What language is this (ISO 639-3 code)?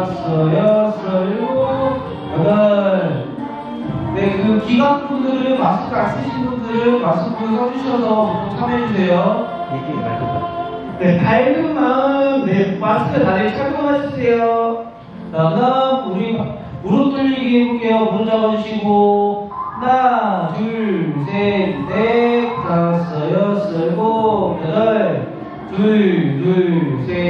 kor